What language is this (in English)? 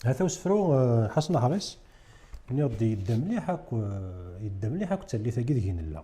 Kabyle